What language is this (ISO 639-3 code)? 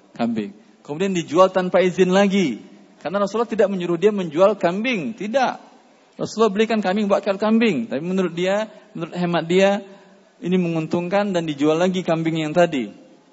ind